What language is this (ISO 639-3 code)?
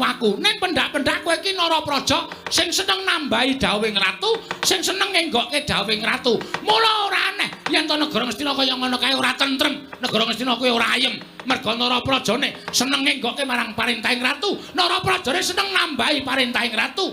jav